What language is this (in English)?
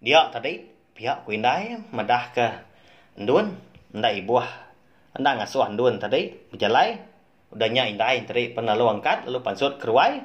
Iban